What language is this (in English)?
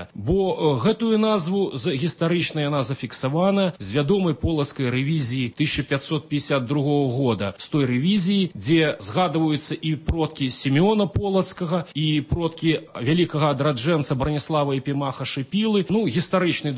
Belarusian